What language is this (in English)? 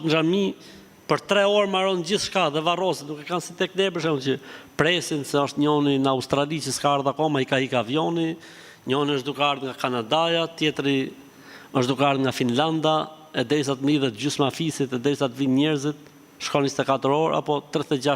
Albanian